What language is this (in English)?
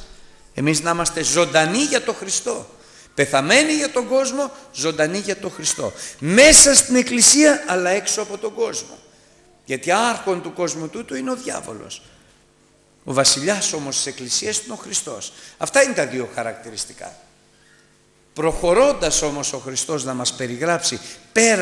Greek